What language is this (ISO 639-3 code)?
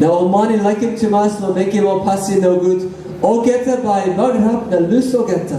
tpi